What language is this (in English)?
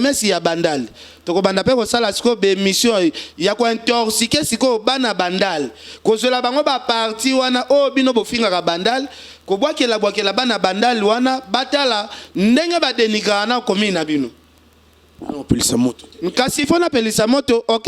Lingala